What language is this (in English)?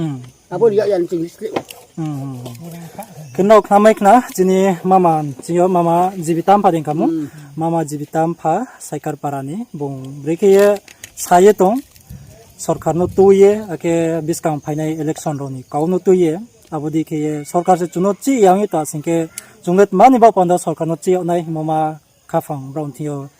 Riang (India)